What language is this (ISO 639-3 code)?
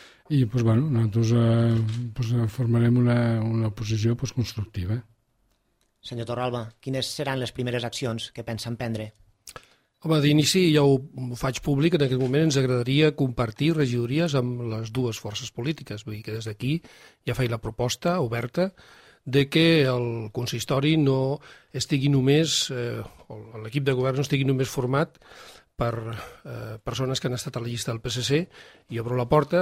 cat